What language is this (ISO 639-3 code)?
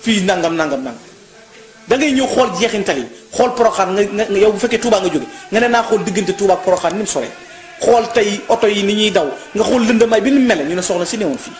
wol